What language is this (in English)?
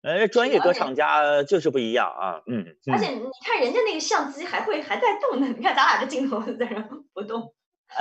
Chinese